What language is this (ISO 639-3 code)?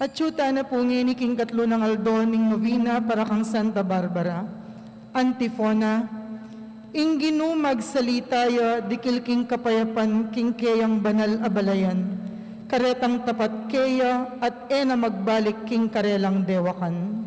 pam